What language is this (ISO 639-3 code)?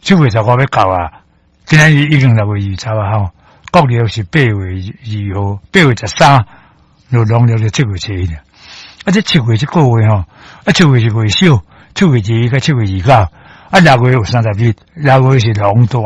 nan